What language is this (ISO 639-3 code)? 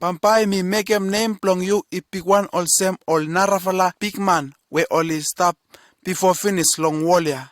bis